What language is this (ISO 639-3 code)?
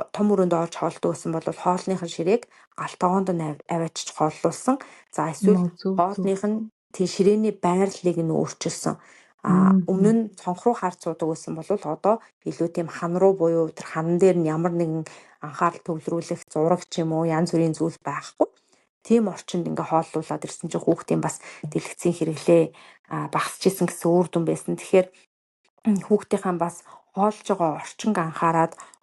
mon